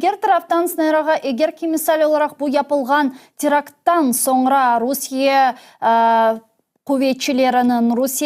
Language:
Crimean Tatar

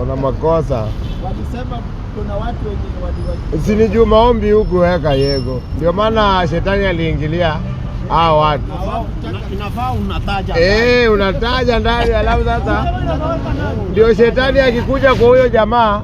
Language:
Swahili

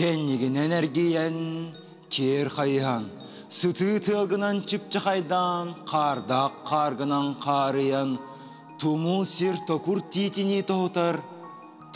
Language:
Yakut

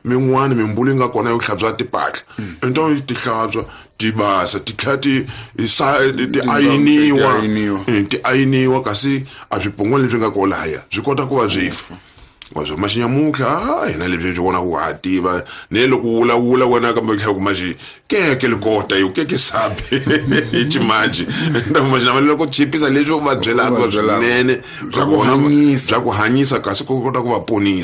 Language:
Tsonga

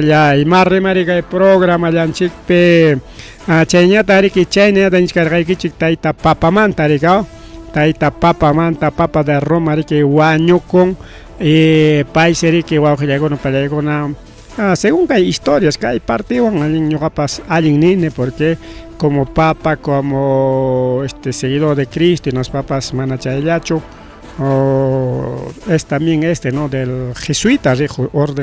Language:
Ayacucho Quechua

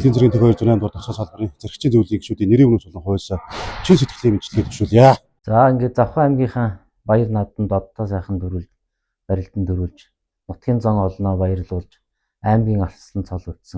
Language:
Mongolian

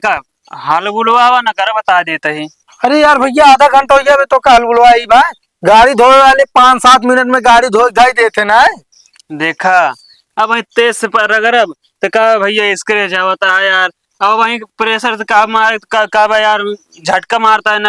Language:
Awadhi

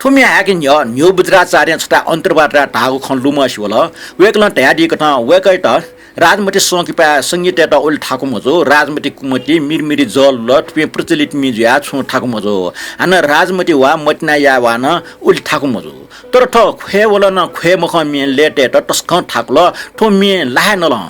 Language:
Newari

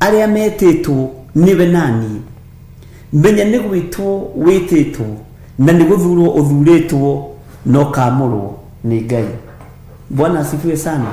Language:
Kikuyu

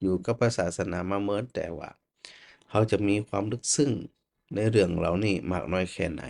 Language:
Northern Thai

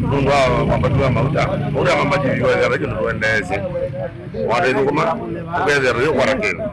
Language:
Kamba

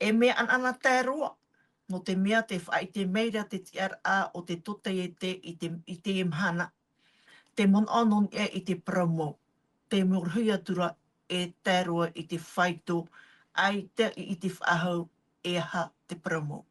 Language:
Tahitian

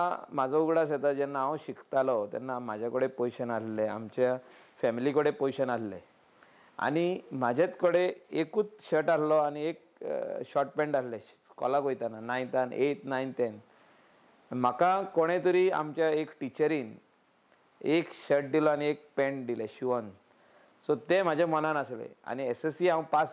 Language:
Konkani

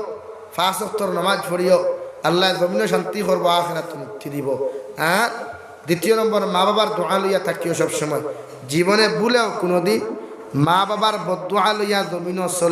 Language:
Sylheti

